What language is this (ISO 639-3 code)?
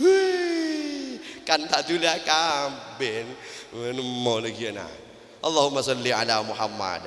mad